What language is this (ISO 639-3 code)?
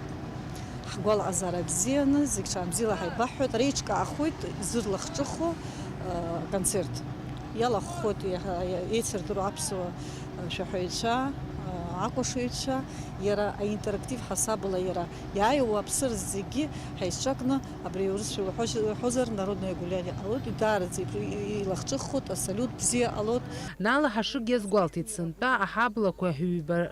abk